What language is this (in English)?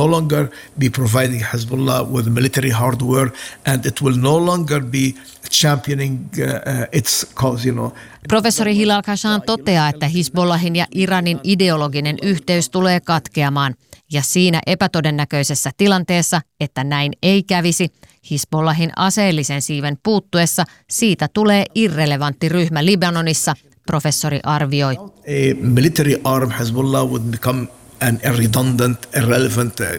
Finnish